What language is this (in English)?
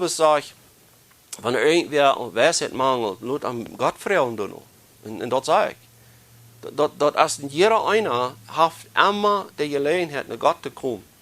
Plautdietsch